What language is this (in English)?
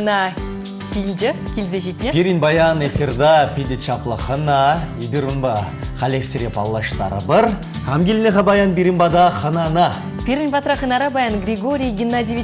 Chuvash